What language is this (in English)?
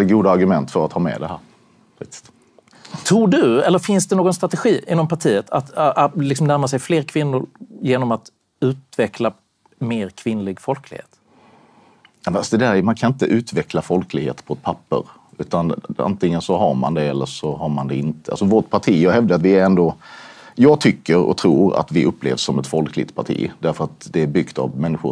Swedish